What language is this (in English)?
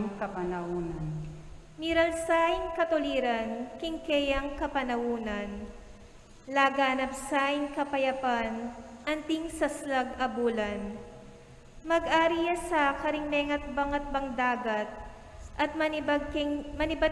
Pampanga